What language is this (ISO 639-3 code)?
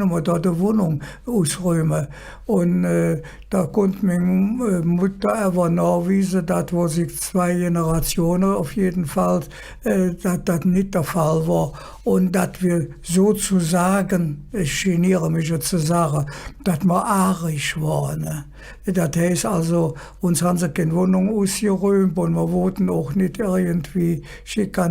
ksh